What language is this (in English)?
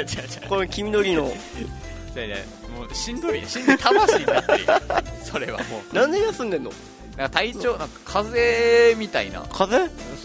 Japanese